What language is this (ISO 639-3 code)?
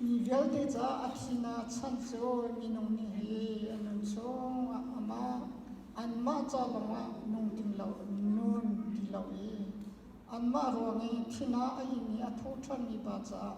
cnh